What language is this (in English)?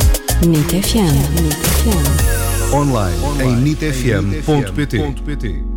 Portuguese